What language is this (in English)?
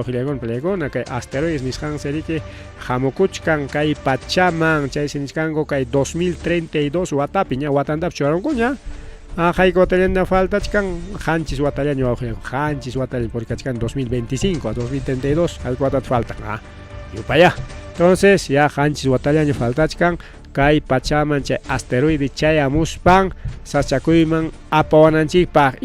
Ayacucho Quechua